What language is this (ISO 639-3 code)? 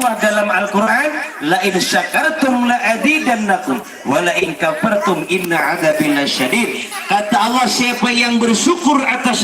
bjn